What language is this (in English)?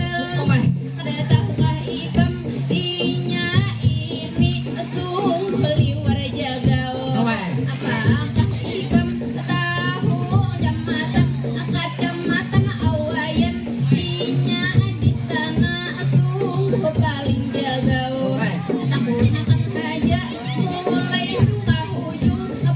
Banjar